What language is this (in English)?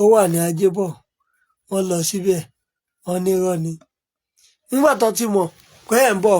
Yoruba